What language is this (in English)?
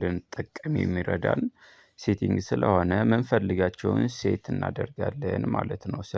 Amharic